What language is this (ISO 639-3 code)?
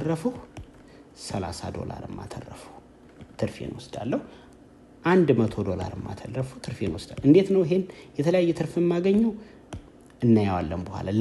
amh